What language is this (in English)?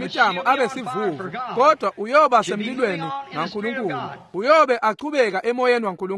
Swati